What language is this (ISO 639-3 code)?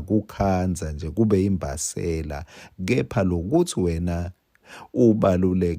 ssw